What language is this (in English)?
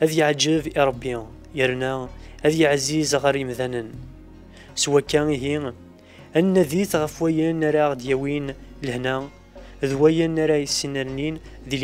Kabyle